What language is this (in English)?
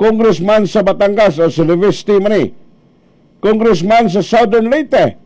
Cebuano